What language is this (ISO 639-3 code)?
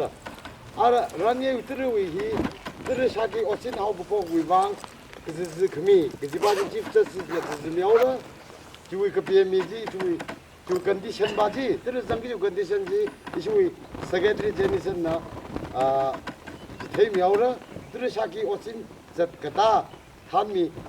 nmf